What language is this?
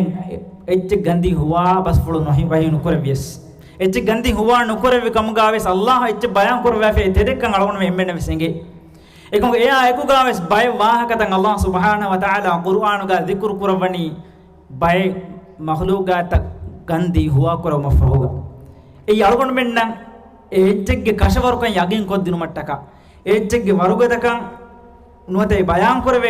Divehi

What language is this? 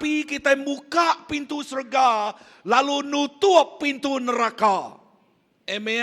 Iban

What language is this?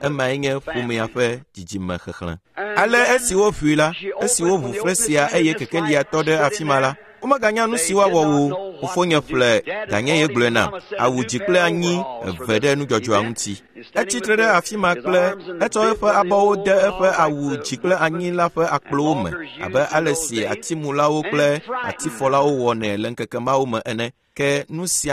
Ewe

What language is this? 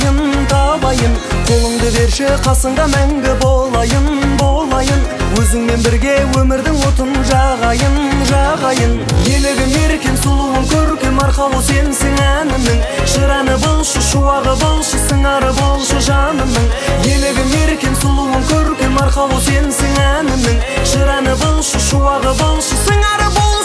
Kazakh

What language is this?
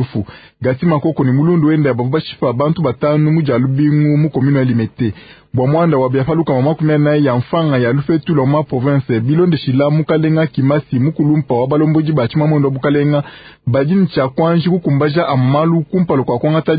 Luba-Lulua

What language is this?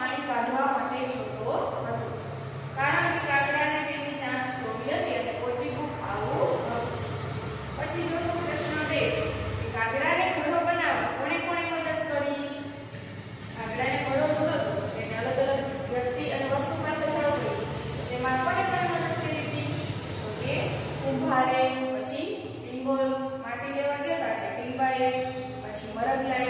Gujarati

